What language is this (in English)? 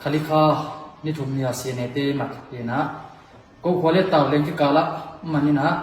Tedim Chin